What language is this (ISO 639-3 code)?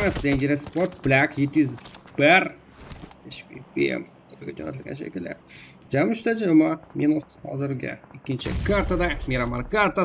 kaa